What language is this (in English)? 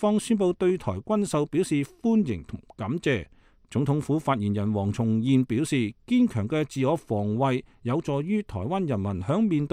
Cantonese